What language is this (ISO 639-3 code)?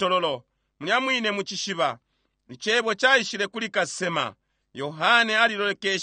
bem